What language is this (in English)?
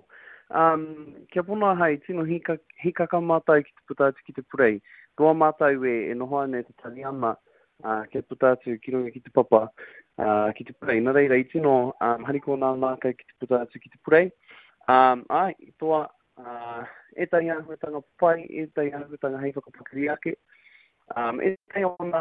Māori